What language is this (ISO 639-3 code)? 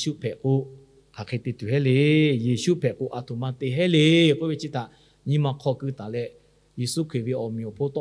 lhu